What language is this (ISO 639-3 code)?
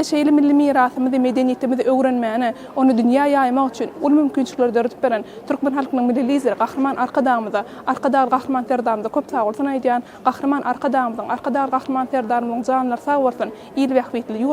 tuk